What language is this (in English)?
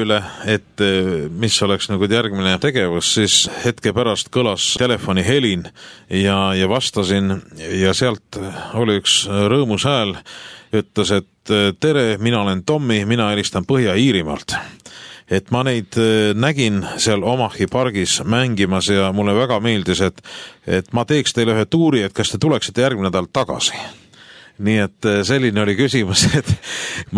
Estonian